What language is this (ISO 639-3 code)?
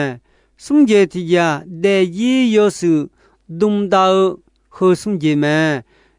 ahk